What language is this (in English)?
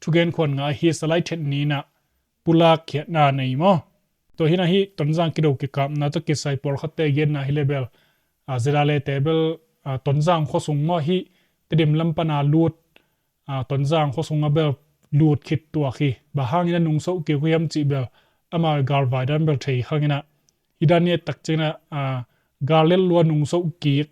Tedim Chin